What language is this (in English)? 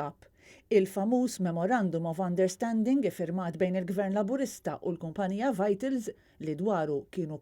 Maltese